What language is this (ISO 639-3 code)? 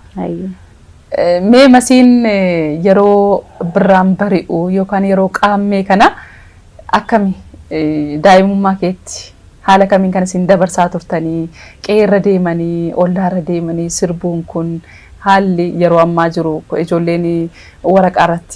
orm